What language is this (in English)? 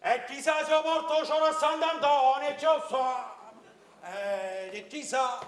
Neapolitan